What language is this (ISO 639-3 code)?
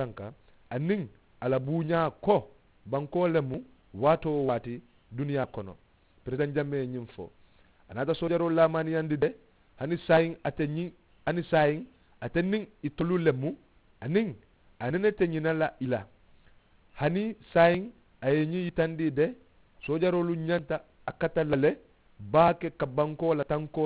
man